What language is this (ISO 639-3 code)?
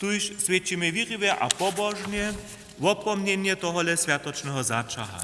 hsb